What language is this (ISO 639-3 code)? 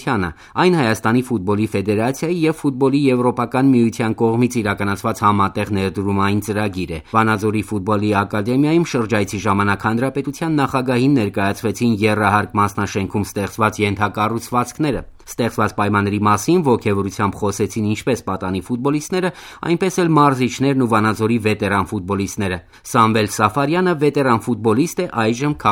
hye